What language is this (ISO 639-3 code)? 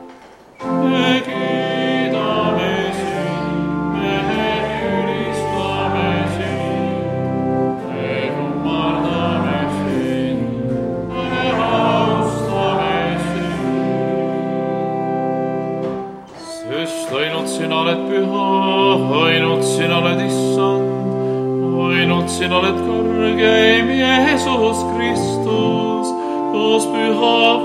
est